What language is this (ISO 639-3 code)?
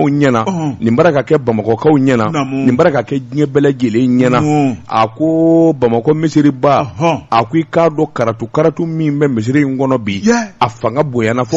bam